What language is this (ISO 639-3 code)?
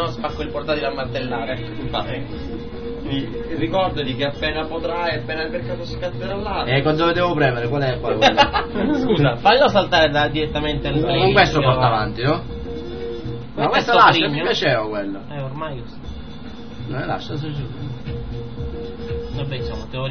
ita